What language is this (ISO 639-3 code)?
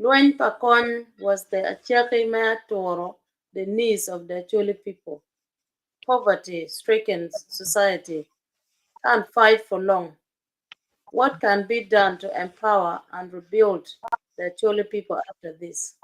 ach